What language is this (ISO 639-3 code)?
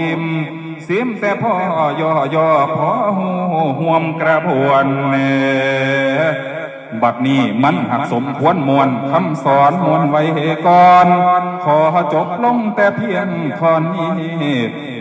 lao